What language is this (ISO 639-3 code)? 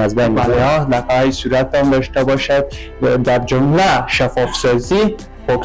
fas